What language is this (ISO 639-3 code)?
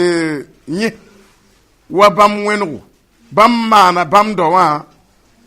mos